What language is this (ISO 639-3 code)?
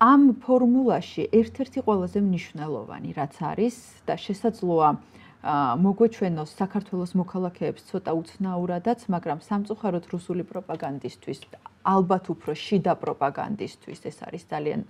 kat